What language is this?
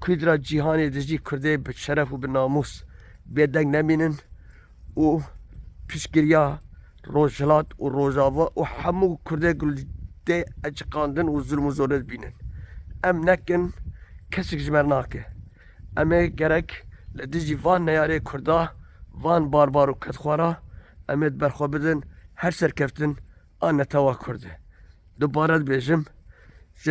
Kurdish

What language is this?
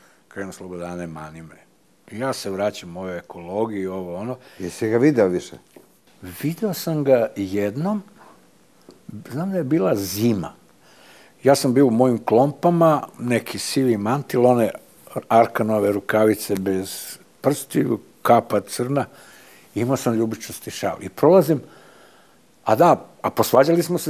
Serbian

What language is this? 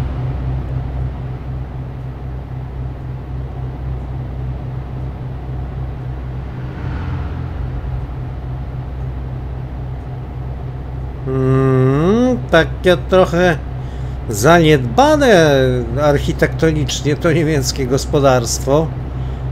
Polish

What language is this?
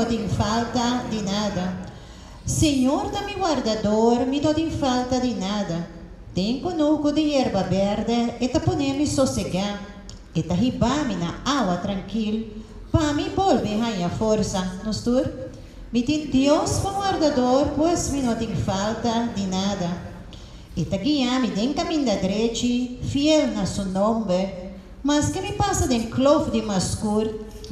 Papiamento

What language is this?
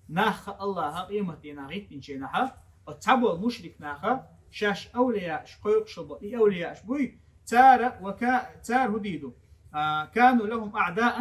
Chechen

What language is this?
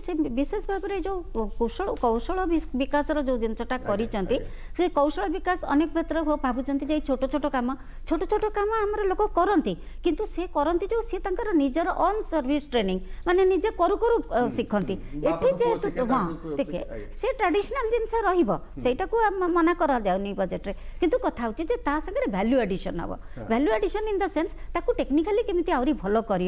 Odia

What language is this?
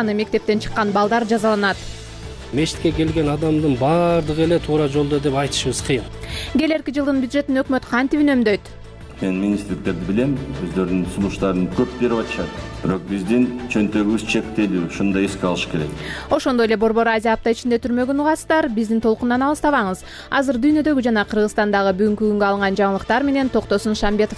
Kyrgyz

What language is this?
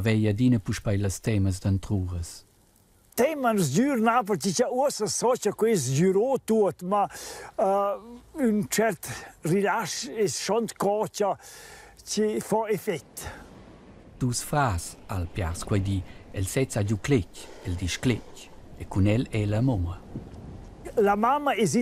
Romansh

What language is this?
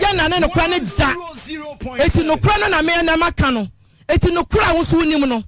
Akan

